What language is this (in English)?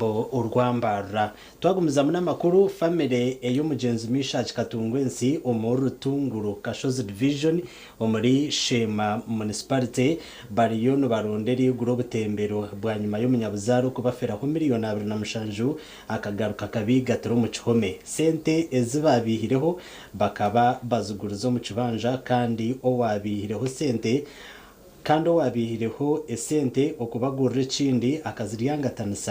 Nyankole